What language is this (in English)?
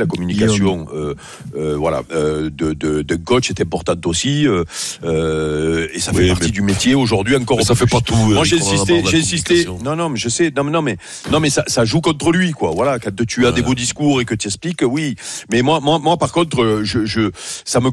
French